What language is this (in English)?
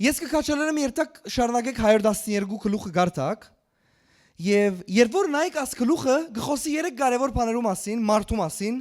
Western Armenian